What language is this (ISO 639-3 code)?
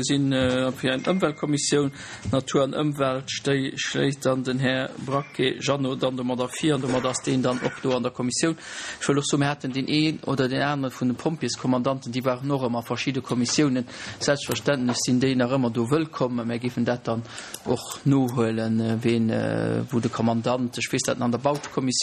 ltz